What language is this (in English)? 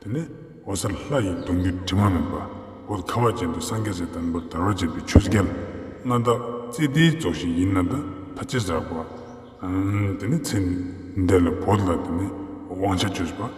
Ladakhi